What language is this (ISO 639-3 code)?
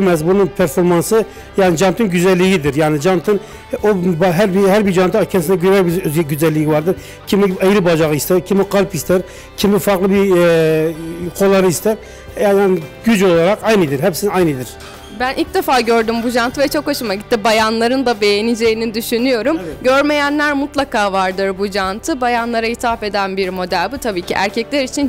tur